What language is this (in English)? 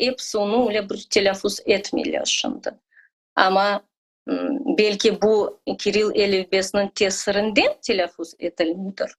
Crimean Tatar